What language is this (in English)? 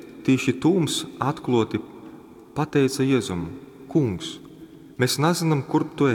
Latgalian